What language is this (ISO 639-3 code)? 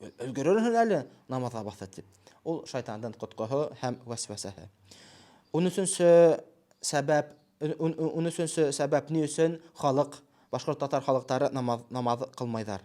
bak